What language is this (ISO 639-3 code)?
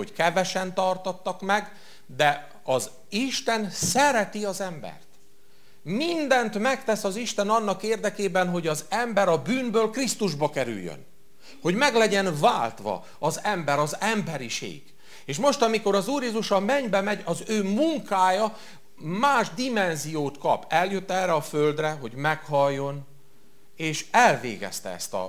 hun